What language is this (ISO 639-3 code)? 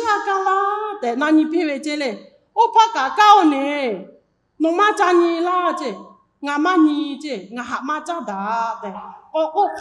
lhu